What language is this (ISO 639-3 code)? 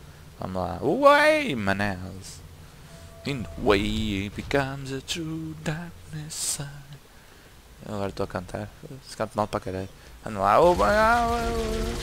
por